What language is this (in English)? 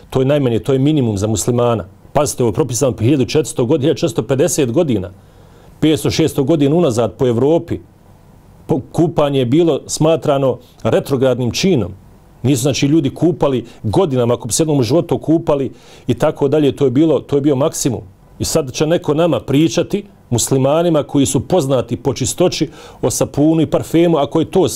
Bosnian